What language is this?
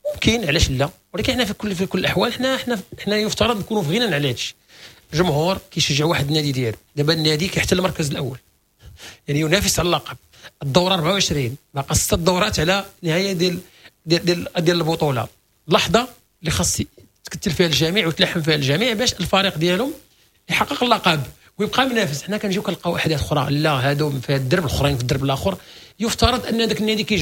Moroccan Arabic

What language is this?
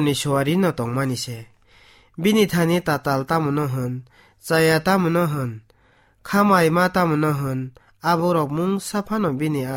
Kok Borok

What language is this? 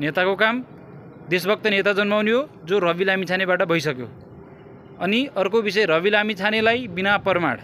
Nepali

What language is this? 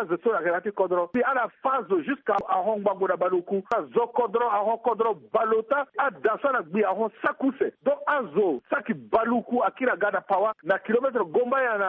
Sango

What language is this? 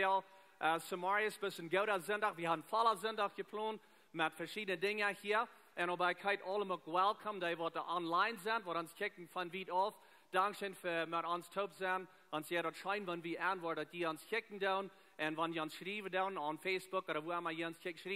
Plautdietsch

